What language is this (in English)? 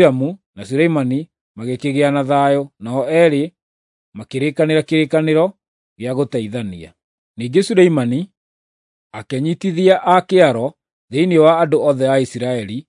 Kikuyu